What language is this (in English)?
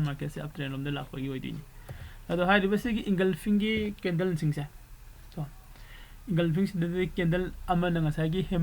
Manipuri